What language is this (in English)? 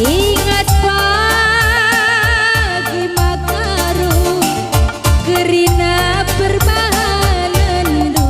Batak Karo